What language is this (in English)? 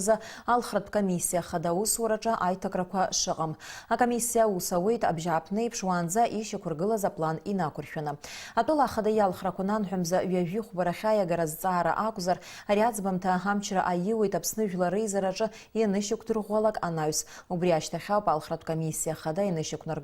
Abkhazian